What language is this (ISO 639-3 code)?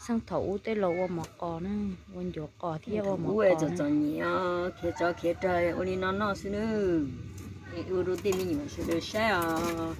hmn